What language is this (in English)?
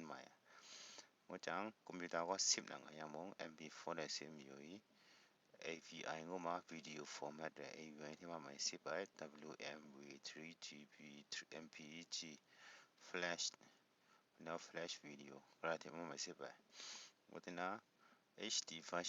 Kachin